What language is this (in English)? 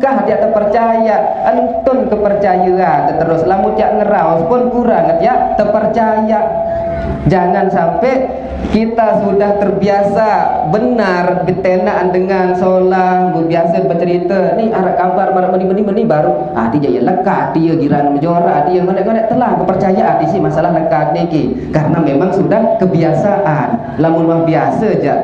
Sasak